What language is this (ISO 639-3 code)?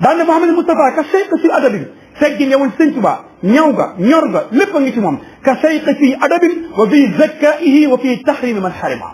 wol